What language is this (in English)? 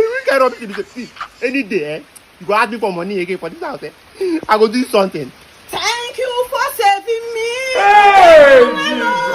Nigerian Pidgin